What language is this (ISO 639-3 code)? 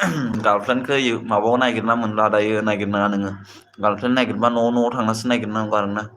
brx